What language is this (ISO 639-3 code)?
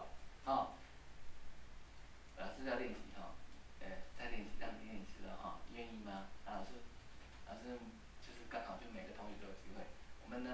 zho